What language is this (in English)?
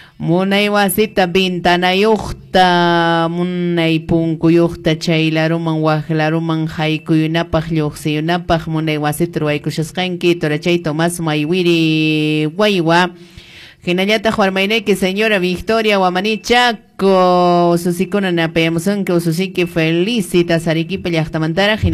Quechua